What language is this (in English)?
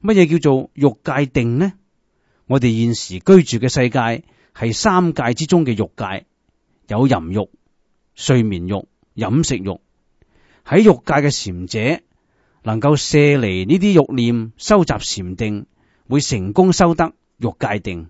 Cantonese